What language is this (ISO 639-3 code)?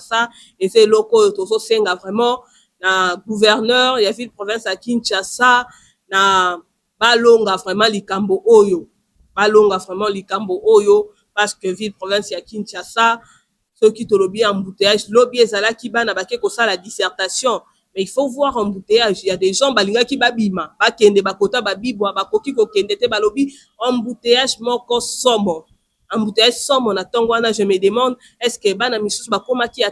lin